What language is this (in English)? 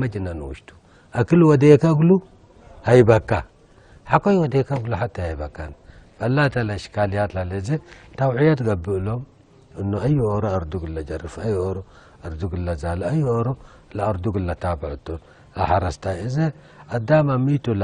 Tigre